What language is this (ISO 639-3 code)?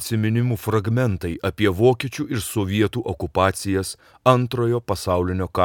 lit